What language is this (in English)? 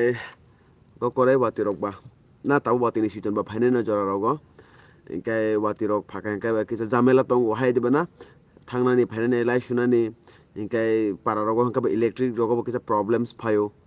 Kok Borok